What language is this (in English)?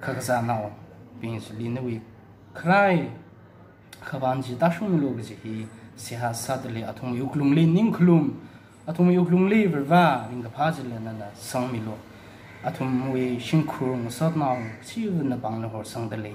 Tangkhul Naga (India)